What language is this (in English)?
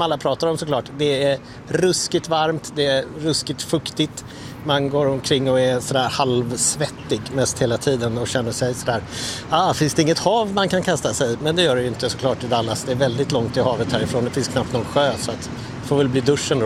Swedish